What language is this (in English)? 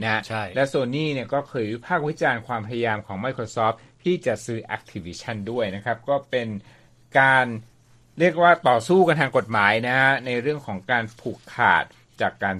Thai